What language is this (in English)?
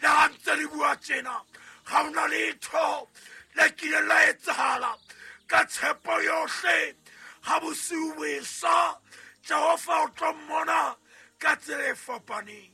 Southern Sotho